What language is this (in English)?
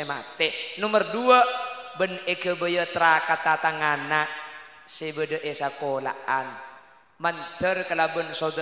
Madurese